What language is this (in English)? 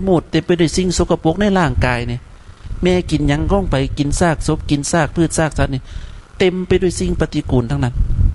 Northeastern Thai